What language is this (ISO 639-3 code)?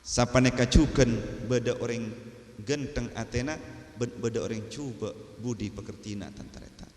mad